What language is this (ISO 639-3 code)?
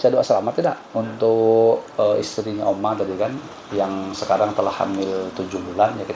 bjn